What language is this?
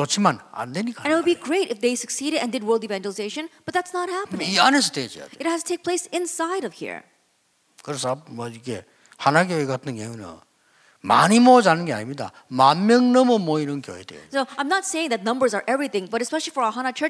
Korean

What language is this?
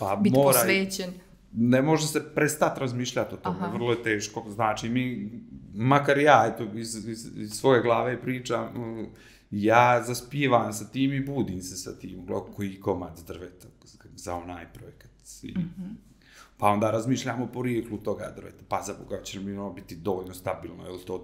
Serbian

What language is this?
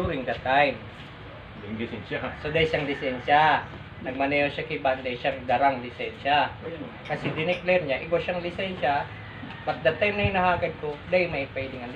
Bikol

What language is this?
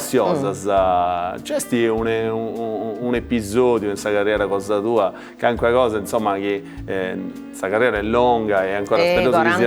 Sardinian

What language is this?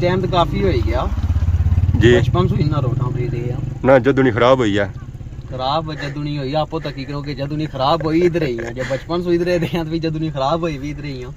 Pahari-Potwari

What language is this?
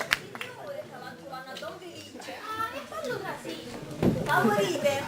Neapolitan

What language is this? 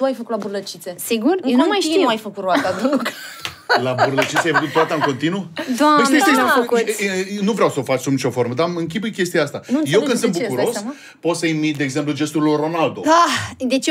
Romanian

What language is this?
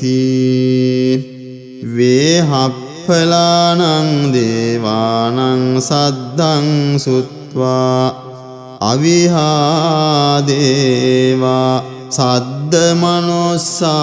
Pali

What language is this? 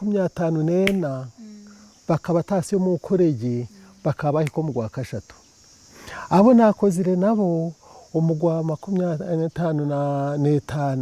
Nyankole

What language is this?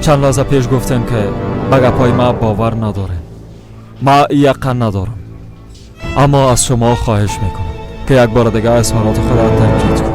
Persian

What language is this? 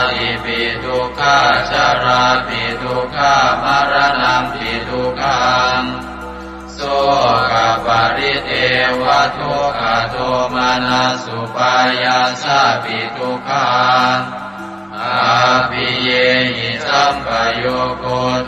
Pali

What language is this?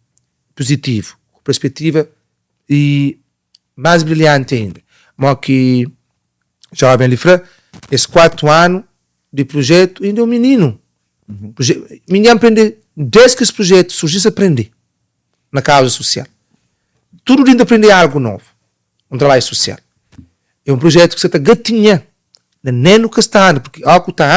Kabuverdianu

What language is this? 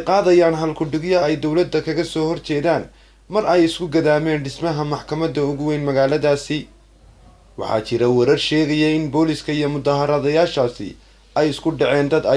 Somali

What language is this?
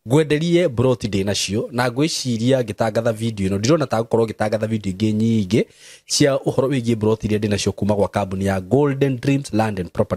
Kikuyu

